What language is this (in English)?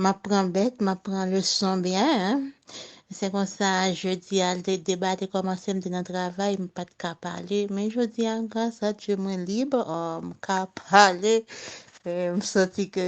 Haitian Creole